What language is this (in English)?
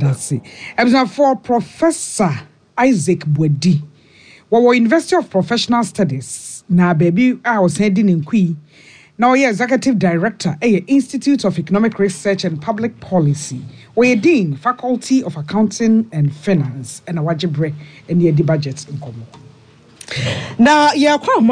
Akan